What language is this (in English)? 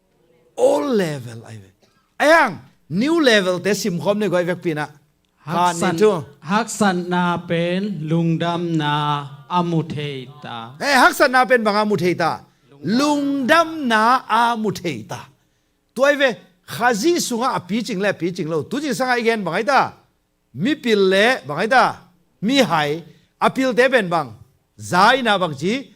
Tedim Chin